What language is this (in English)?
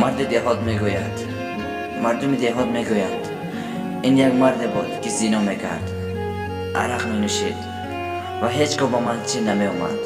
Tajik